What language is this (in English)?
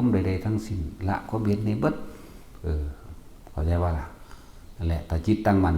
Northeastern Thai